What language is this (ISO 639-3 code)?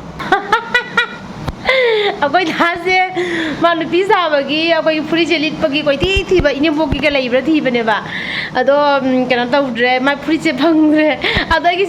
mni